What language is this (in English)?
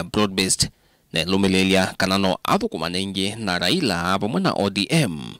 Kamba